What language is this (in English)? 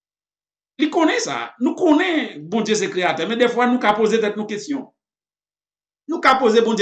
French